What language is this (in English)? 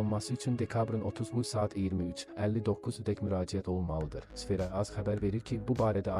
Azerbaijani